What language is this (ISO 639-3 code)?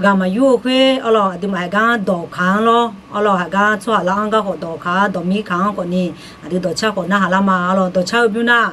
ahk